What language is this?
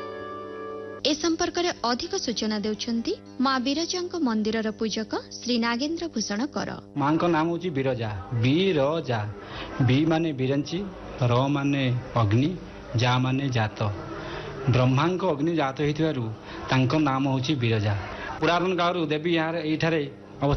Odia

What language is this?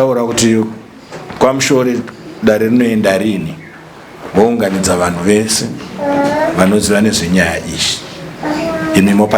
Shona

